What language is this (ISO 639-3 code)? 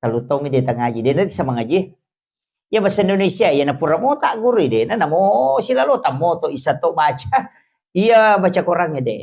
bug